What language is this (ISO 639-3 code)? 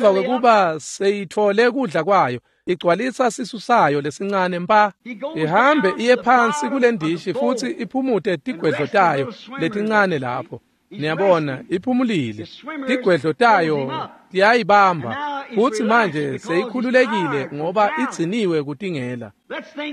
ssw